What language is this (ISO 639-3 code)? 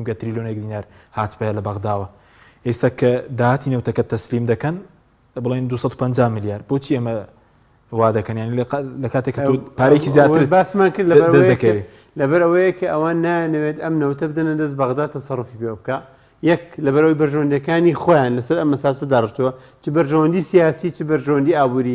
ckb